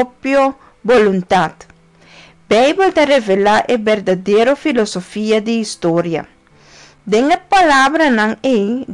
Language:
Papiamento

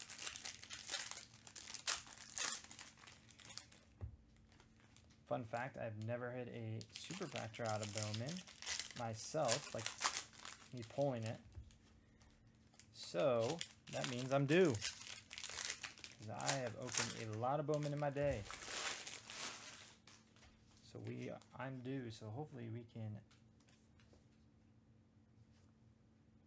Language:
English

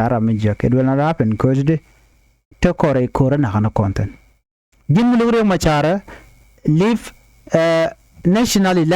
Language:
Nuer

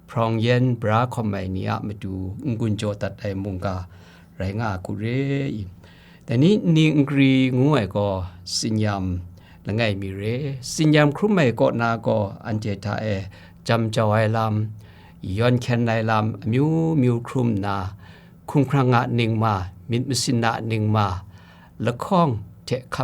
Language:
Kachin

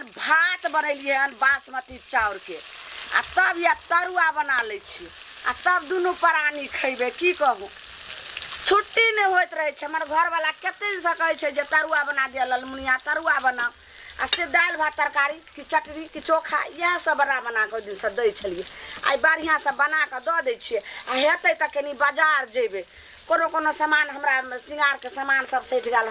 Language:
Maithili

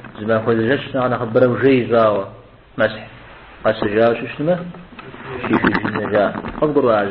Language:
Kabardian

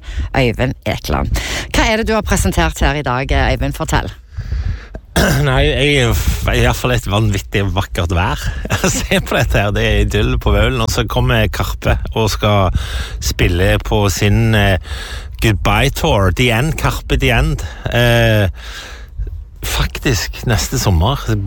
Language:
Norwegian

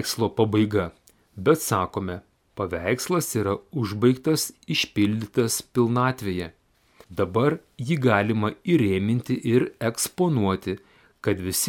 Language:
Lithuanian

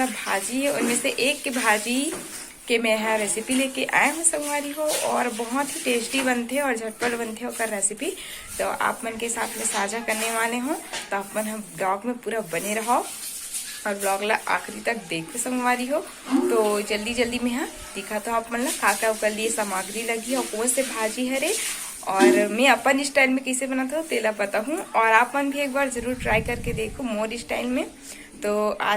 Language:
Chhattisgarhi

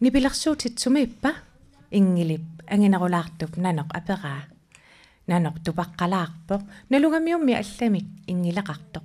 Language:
Kalaallisut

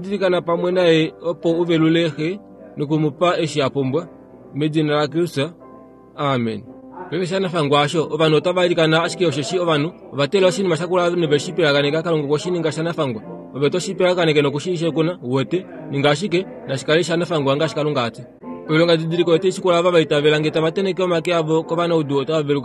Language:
Kuanyama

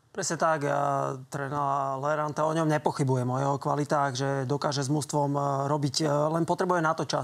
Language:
Slovak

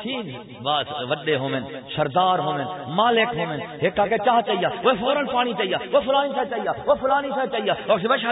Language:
Saraiki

